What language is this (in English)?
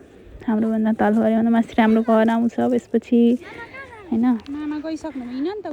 Nepali